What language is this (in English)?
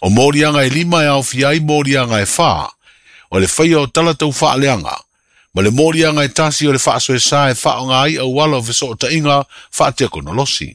Samoan